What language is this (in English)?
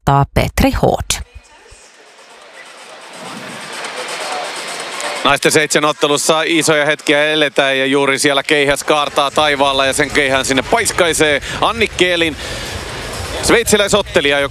Finnish